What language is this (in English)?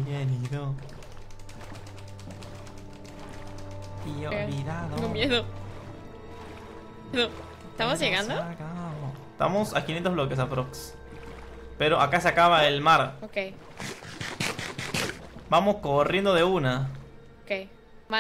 Spanish